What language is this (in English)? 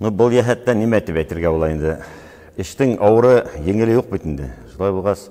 Bashkir